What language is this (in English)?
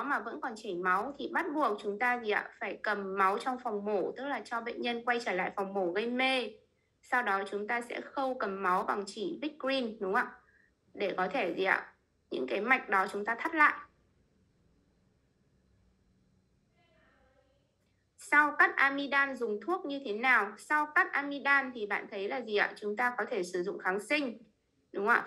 Vietnamese